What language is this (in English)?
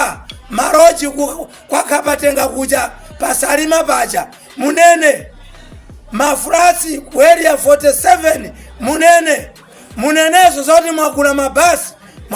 Nyanja